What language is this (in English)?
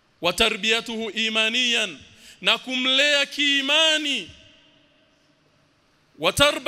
Swahili